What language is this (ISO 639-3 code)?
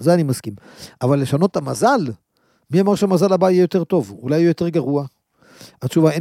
heb